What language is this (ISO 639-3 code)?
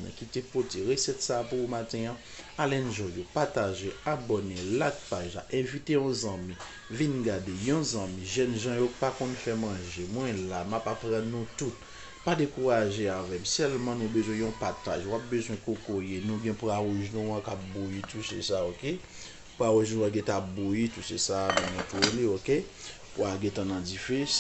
hat